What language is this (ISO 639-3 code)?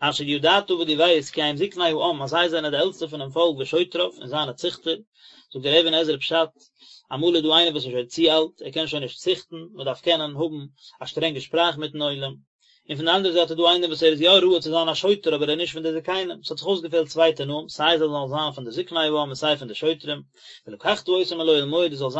yid